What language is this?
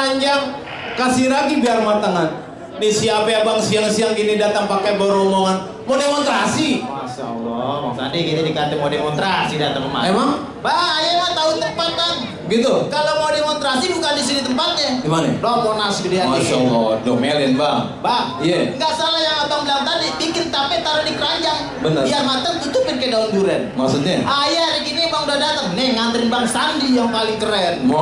Betawi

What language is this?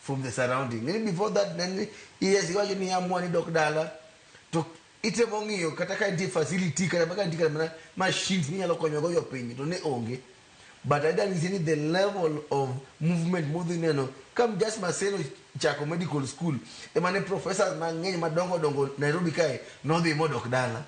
Luo (Kenya and Tanzania)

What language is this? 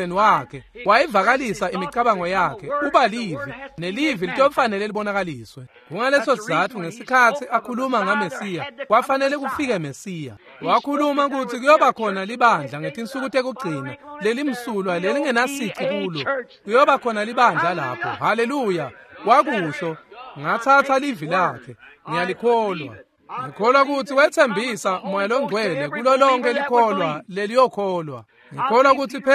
Swati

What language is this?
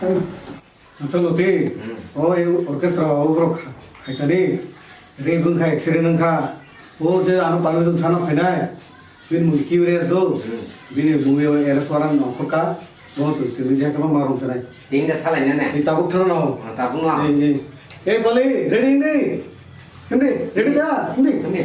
Kok Borok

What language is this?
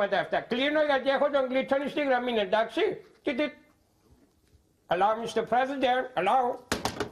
Greek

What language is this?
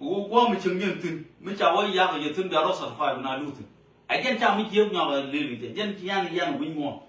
Nuer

